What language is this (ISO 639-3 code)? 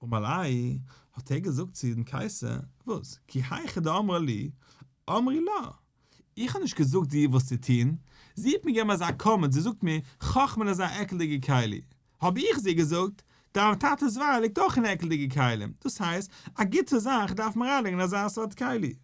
yid